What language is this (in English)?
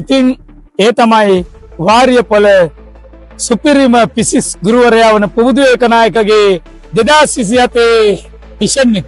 Sinhala